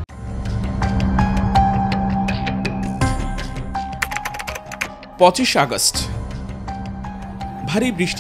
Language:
Bangla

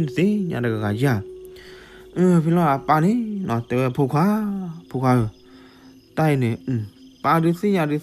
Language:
S'gaw Karen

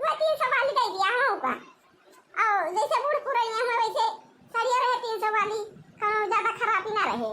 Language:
Awadhi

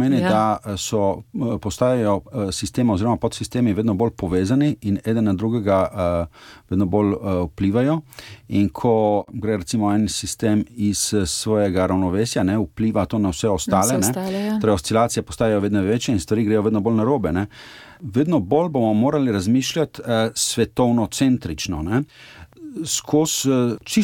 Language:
Slovenian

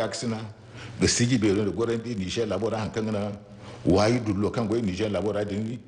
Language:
Zarma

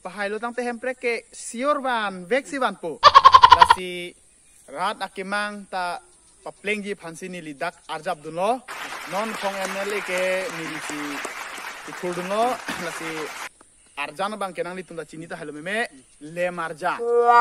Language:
Karbi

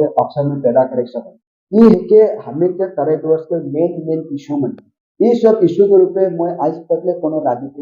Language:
Sadri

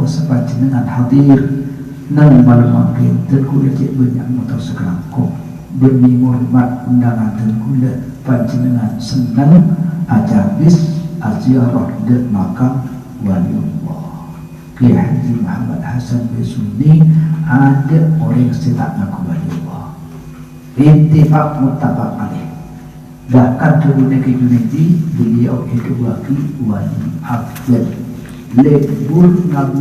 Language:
Madurese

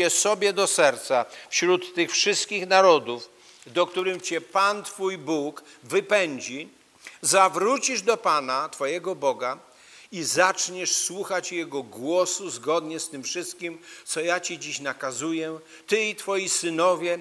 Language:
Polish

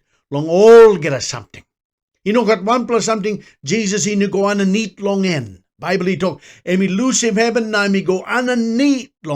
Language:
Tok Pisin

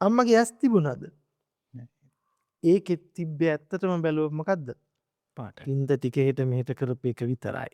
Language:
Sinhala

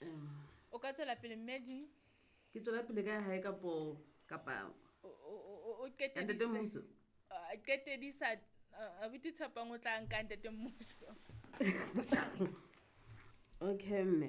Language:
Southern Sotho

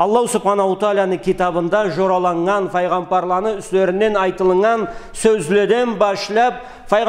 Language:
Karachay-Balkar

